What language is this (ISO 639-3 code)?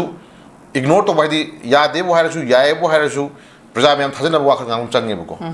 mni